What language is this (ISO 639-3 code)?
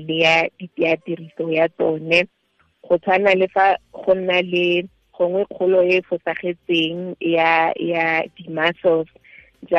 tsn